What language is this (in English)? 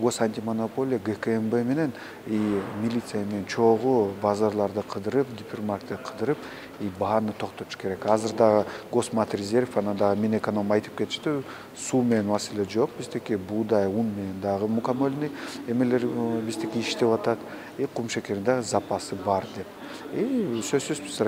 Kyrgyz